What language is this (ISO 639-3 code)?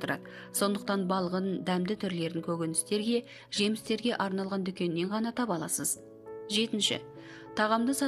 kaz